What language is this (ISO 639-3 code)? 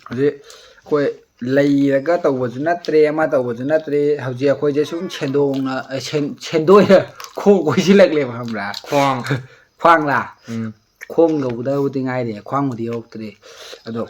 mni